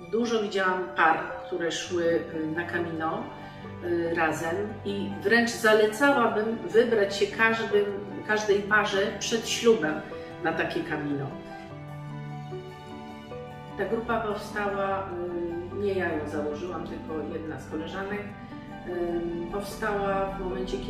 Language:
Polish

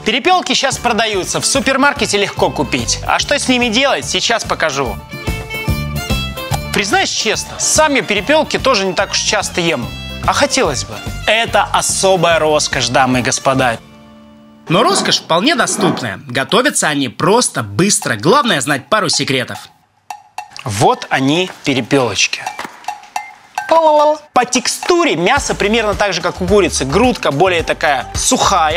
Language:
Russian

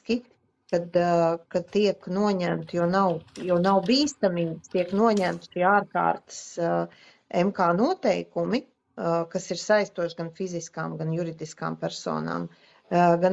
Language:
Latvian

